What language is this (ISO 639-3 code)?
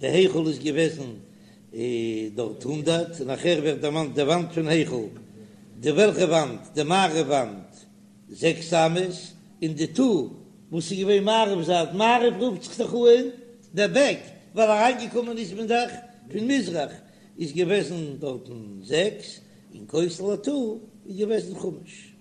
yid